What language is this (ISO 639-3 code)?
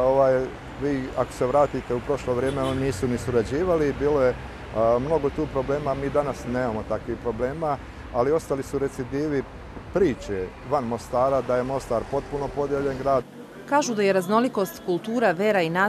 bos